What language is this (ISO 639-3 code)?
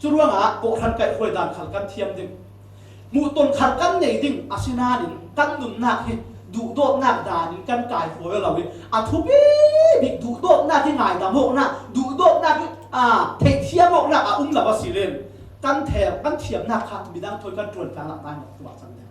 cfm